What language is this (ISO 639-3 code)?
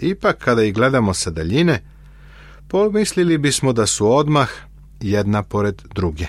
srp